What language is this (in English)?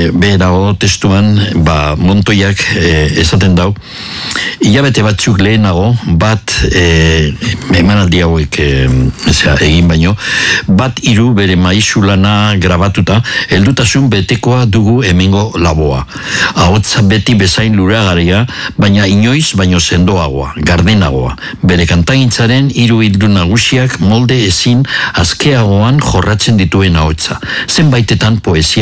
Basque